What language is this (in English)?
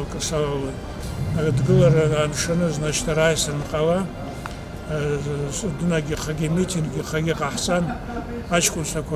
Abkhazian